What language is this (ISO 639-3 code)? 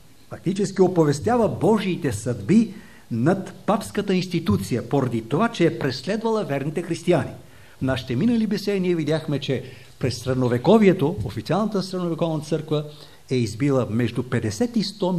bul